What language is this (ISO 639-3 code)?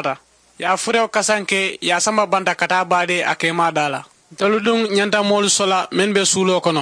man